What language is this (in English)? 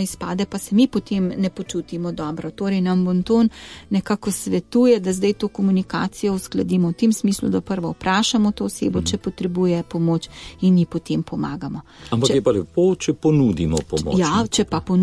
Slovenian